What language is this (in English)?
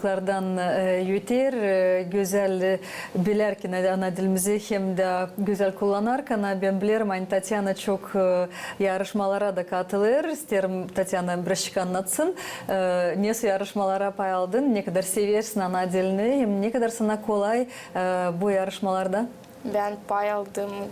Gagauz